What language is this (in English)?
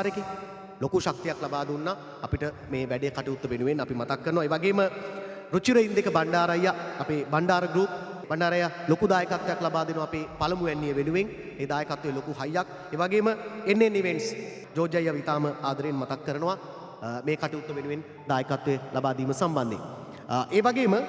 Sinhala